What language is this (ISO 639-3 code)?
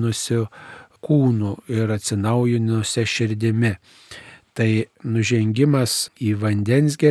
lit